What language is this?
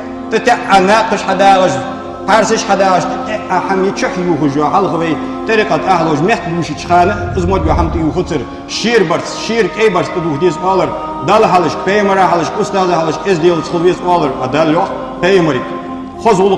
Ingush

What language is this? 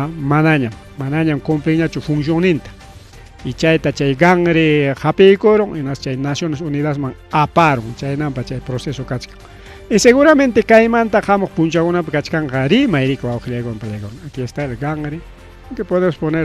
Ayacucho Quechua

